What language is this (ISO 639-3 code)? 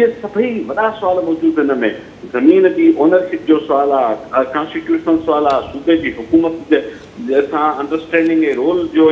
snd